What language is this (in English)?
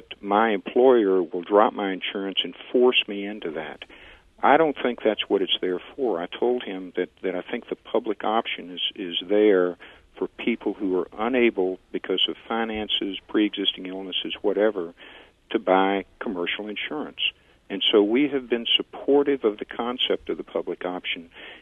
English